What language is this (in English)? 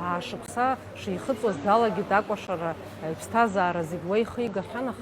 Abkhazian